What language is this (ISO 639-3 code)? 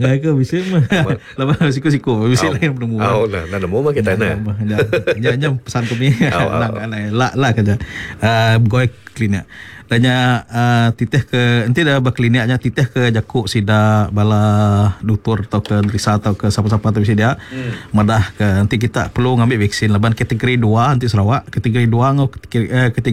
iba